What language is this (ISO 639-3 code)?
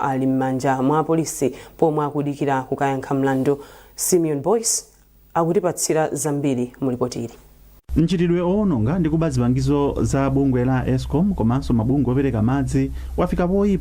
nya